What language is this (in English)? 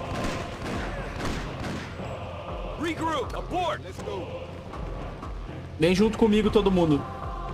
Portuguese